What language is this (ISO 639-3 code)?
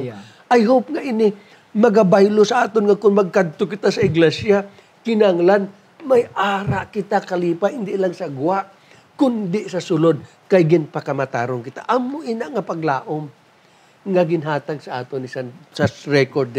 hil